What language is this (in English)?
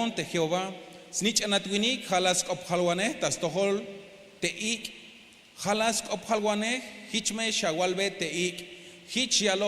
Tzeltal